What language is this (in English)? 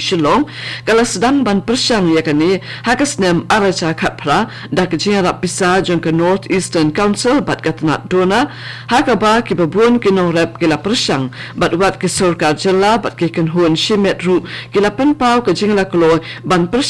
Khasi